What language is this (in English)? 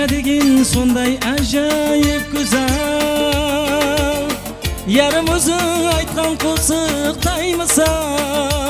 Kara-Kalpak